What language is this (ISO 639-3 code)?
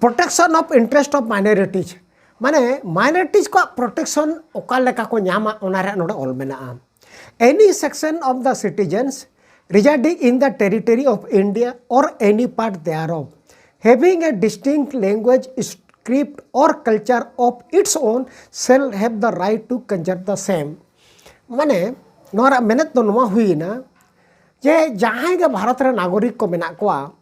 sat